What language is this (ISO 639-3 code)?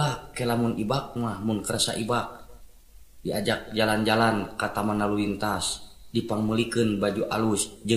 sun